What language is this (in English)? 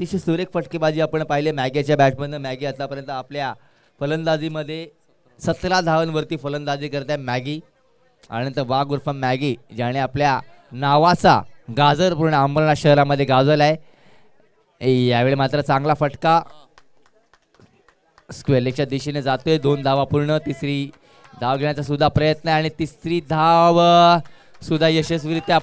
Marathi